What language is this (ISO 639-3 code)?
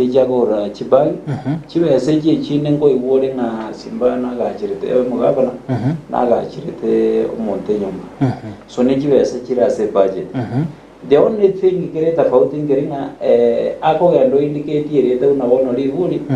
guz